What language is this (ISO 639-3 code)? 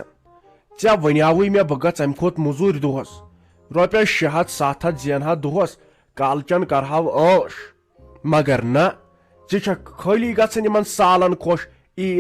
kas